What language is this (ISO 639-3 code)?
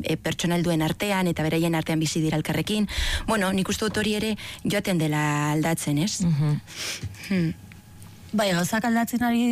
eus